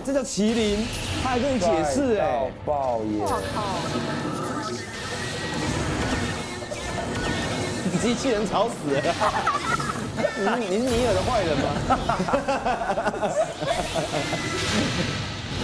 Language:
Chinese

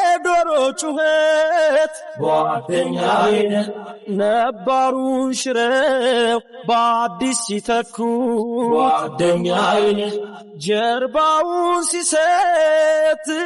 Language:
Amharic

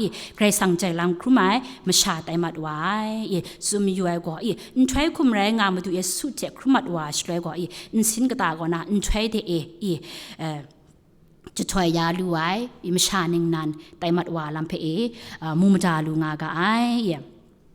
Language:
Kachin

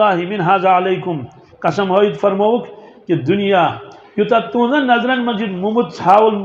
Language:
Kashmiri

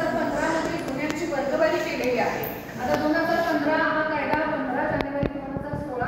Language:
Marathi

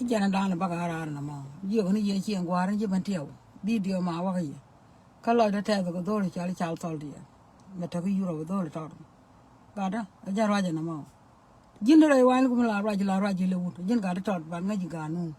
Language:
Nuer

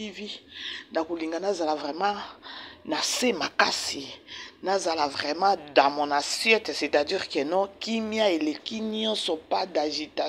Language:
Lingala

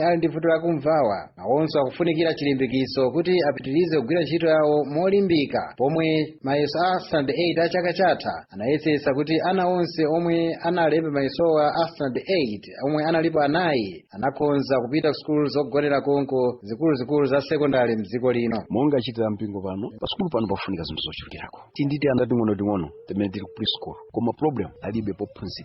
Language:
Nyanja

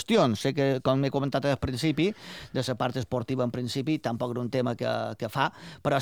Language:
Catalan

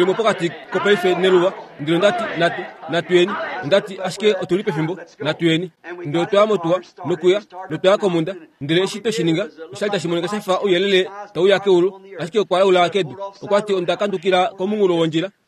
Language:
Kuanyama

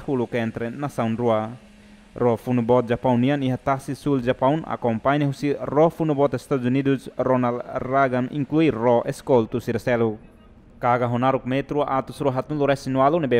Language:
Tetum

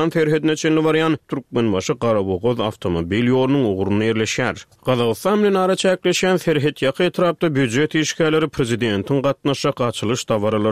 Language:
Turkmen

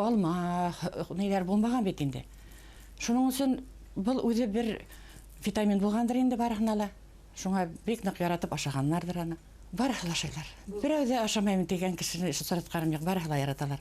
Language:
Bashkir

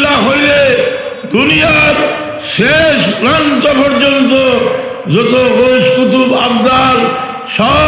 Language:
Sylheti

